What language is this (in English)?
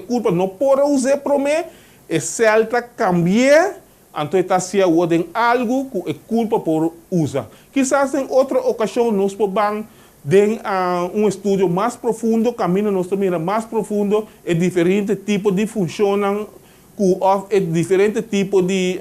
Papiamento